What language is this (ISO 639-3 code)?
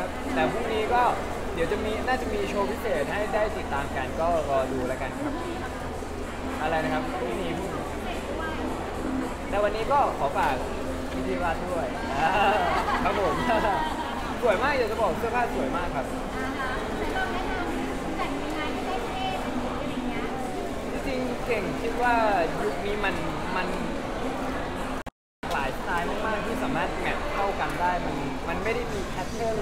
tha